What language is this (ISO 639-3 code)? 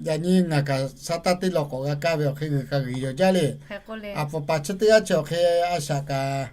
lhu